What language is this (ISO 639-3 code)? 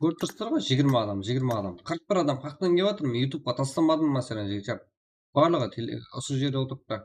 kaa